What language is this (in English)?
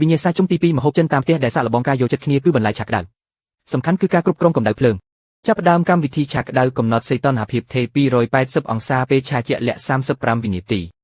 Khmer